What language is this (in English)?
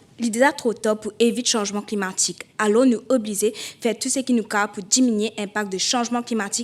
Morisyen